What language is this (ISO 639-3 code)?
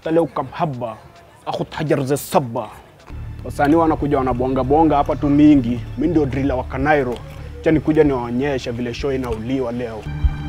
swa